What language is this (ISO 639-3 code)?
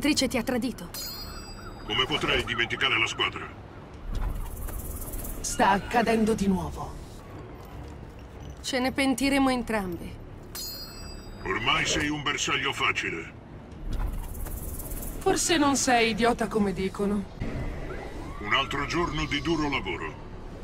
ita